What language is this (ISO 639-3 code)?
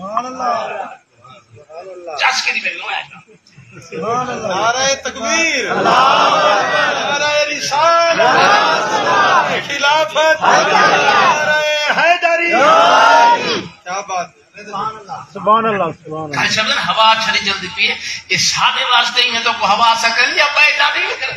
skr